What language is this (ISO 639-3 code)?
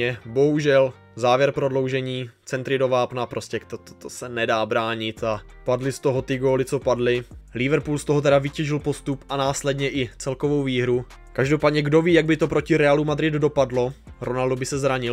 ces